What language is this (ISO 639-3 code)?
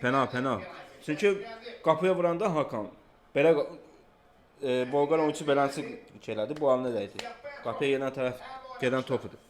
aze